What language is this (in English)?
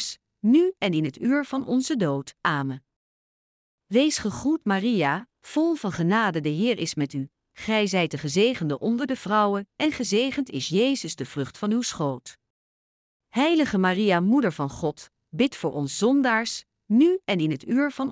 Dutch